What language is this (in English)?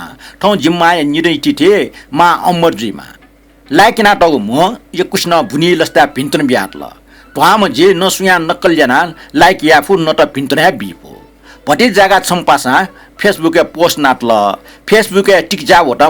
Newari